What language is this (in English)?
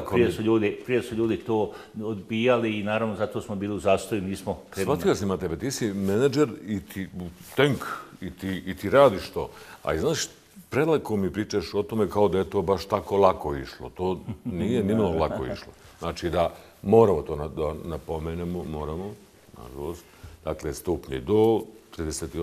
Bosnian